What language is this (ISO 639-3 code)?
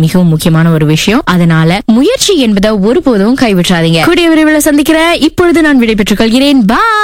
tam